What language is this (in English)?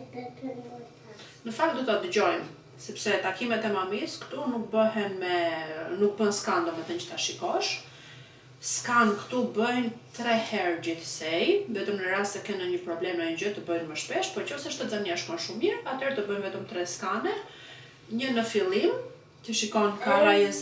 Albanian